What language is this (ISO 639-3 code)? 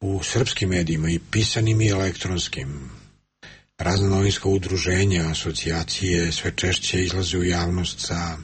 srp